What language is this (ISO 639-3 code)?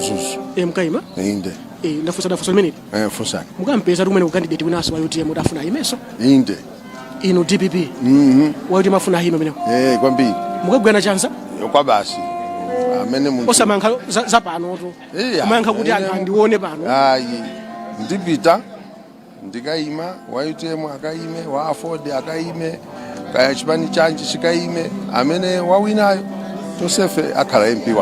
nya